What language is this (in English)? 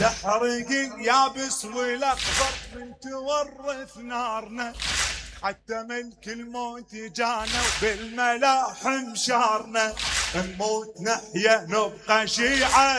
Mesopotamian Arabic